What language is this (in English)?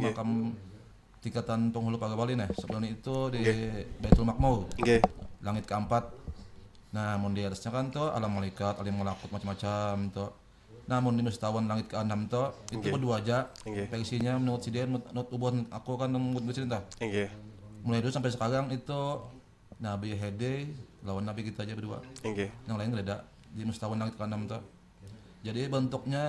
Banjar